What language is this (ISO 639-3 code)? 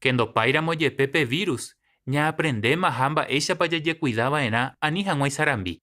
grn